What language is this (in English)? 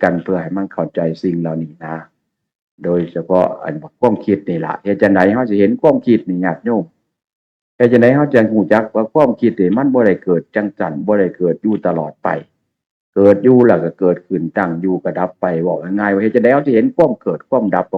Northeastern Thai